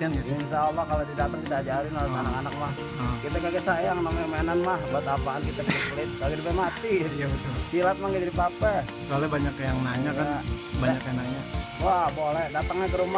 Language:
Betawi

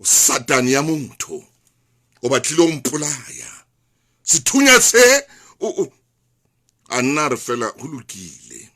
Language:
Southern Sotho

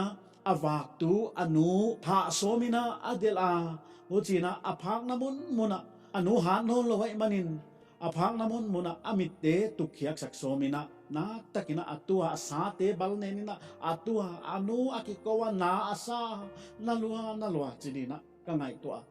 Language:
Paite Chin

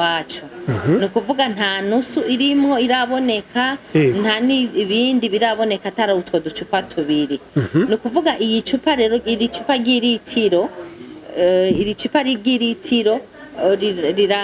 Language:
Rundi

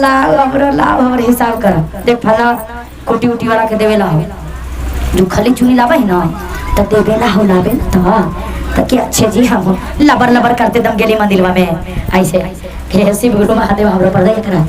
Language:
Magahi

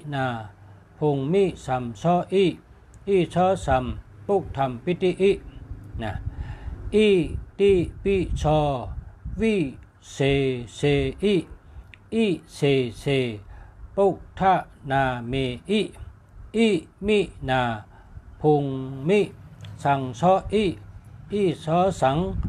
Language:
Shan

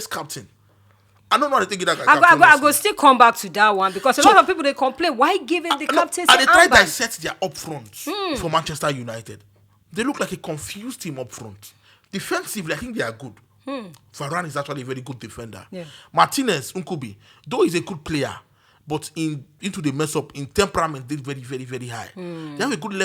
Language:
Nigerian Pidgin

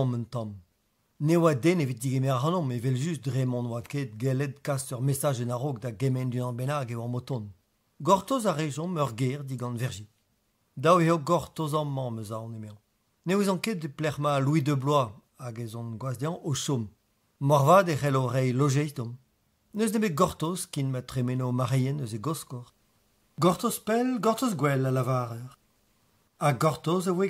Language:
Breton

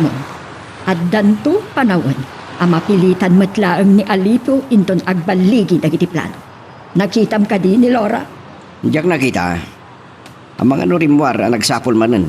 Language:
Iloko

